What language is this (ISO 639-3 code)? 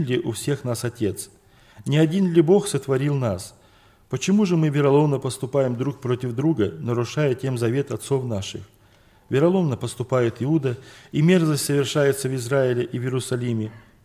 rus